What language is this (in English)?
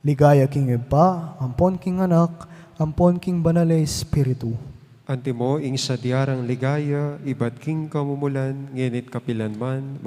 Pampanga